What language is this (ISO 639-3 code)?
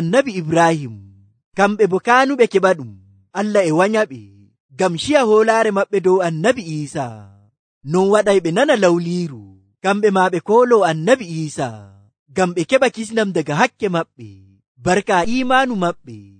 fuv